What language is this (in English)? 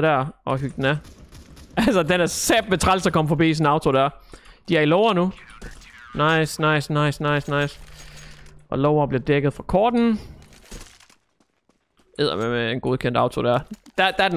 Danish